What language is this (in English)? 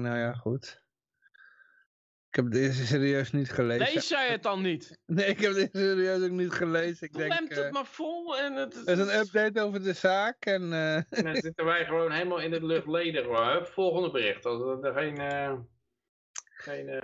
Dutch